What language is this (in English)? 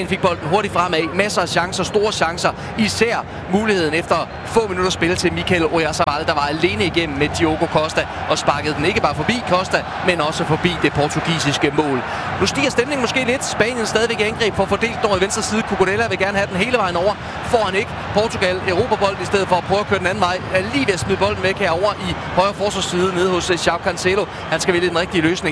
Danish